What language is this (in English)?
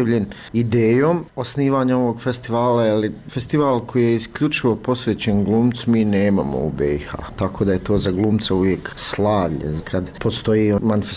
Bosnian